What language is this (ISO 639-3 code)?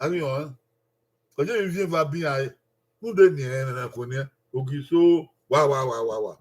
bin